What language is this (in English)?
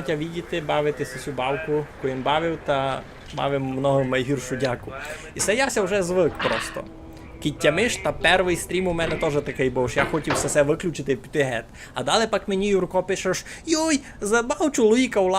Rusyn